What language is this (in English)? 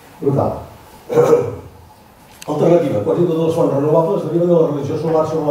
Catalan